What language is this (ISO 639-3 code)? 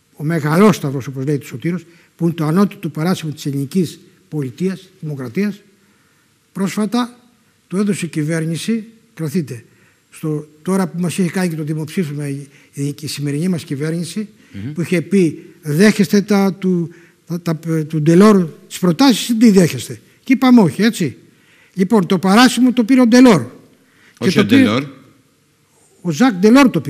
ell